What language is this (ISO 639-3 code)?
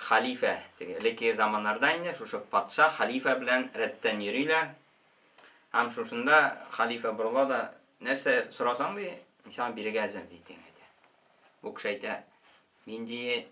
tat